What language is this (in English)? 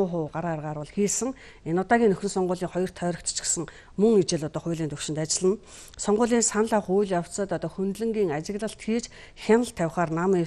Mongolian